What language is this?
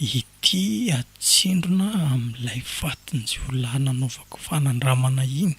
Malagasy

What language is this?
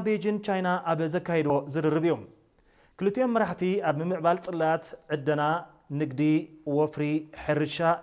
Tigrinya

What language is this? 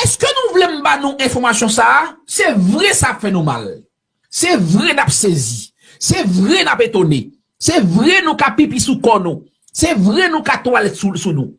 Haitian Creole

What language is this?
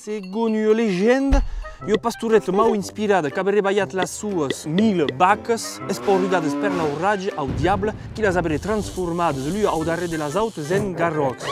Occitan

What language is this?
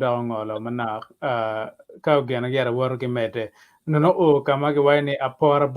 Acoli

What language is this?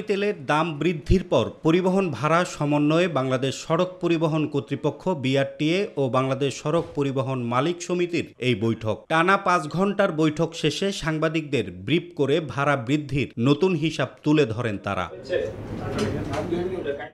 Bangla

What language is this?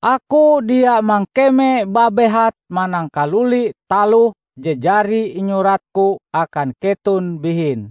Ngaju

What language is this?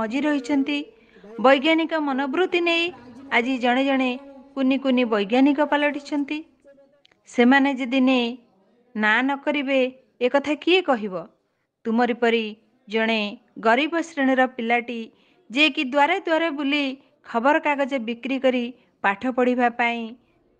Odia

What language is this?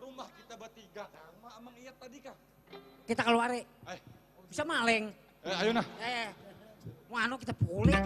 Banjar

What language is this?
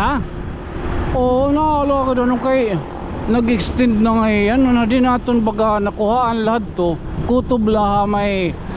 Waray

